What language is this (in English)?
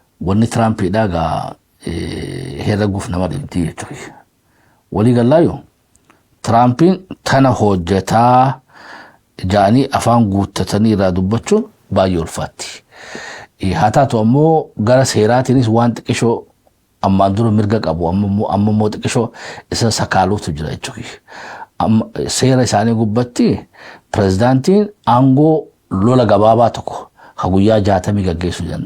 Oromo